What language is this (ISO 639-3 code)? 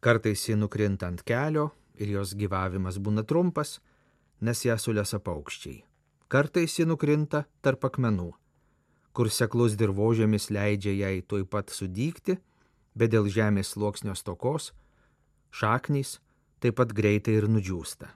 lit